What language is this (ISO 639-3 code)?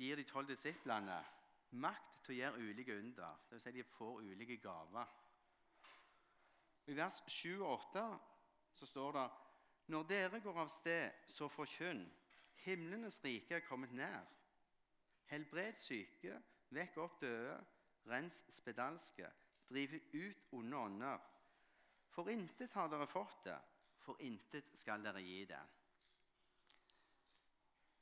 nor